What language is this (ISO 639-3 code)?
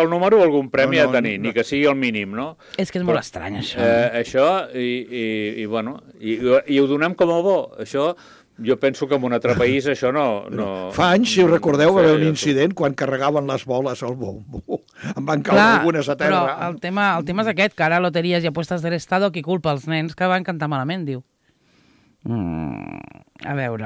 cat